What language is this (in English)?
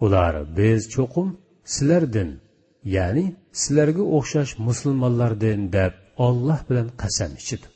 Uyghur